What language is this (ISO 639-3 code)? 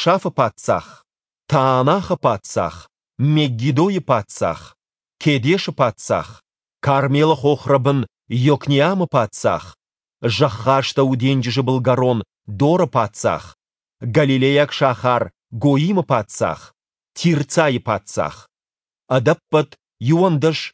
oss